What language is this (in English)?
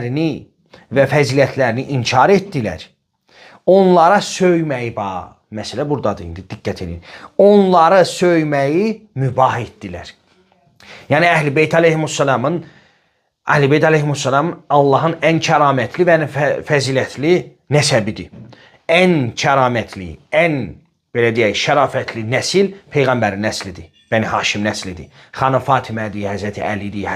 Azerbaijani